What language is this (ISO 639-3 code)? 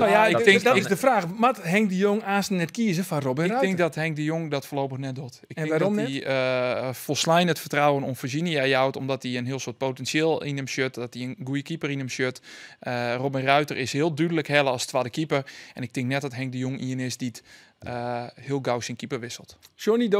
fry